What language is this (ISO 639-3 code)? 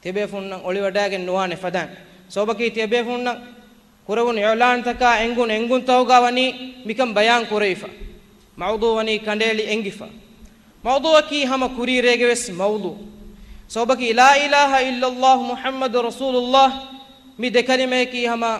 div